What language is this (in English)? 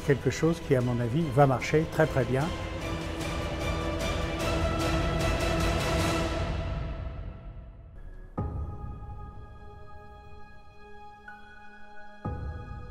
French